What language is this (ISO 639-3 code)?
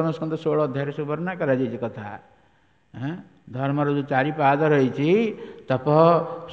ori